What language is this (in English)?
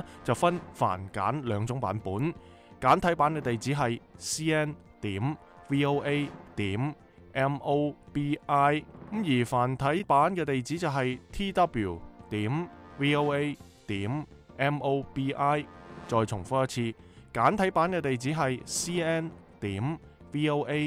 Cantonese